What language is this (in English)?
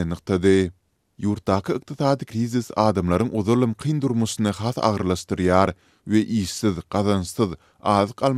Turkmen